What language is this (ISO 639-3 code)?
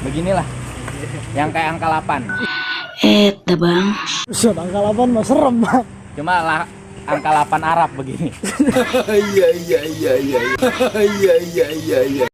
bew